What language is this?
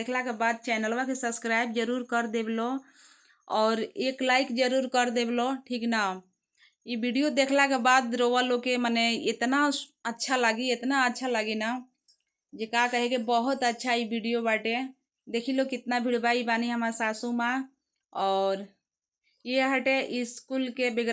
Bhojpuri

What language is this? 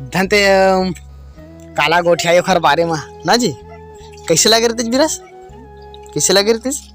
Chhattisgarhi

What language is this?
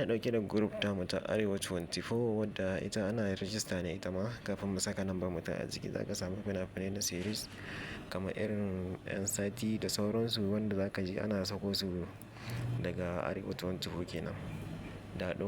Hausa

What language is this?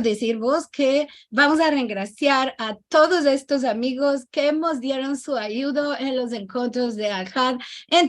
Ladino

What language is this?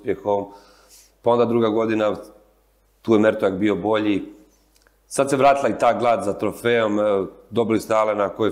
Croatian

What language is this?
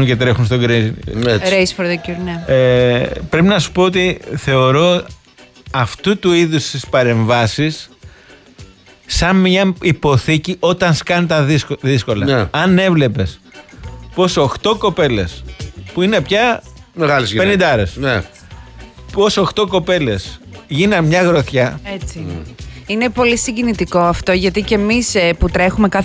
Greek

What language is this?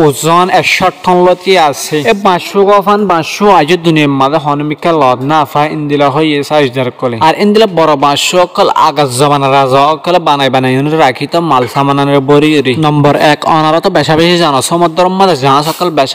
Rohingya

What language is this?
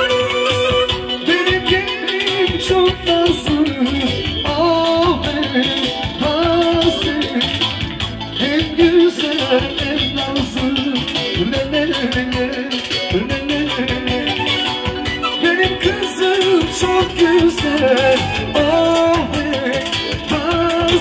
Turkish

